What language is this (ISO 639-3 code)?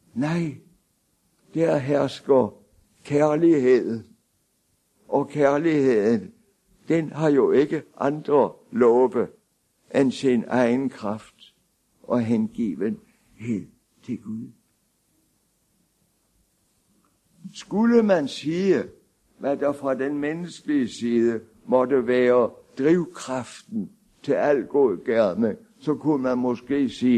dan